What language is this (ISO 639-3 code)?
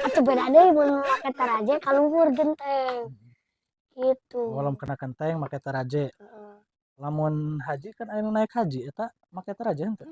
sun